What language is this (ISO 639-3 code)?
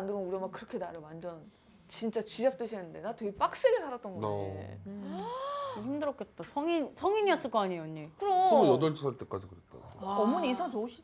kor